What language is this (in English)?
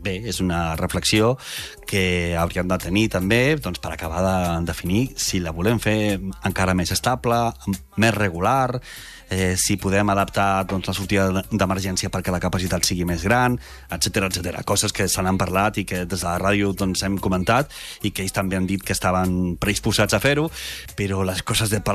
Catalan